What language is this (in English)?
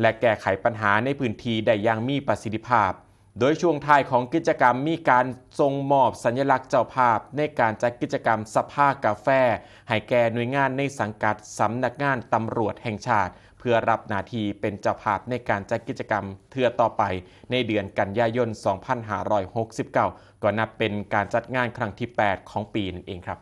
Northeastern Thai